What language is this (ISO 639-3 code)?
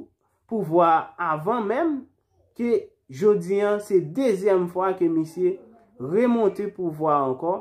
hat